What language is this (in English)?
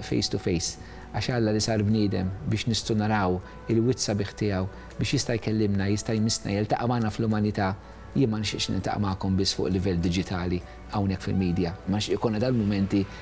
Maltese